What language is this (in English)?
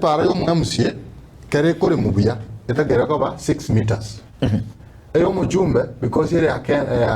Gusii